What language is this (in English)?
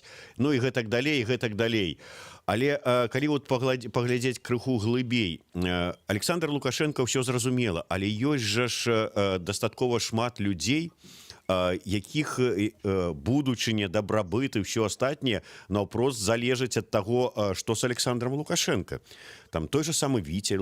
Belarusian